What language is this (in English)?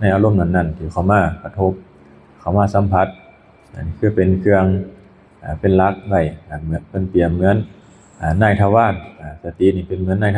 Lao